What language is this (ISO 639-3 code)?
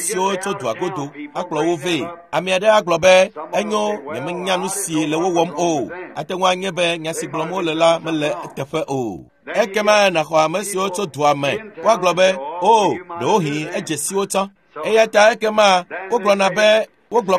ewe